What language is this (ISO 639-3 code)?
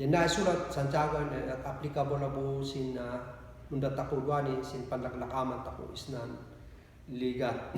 kne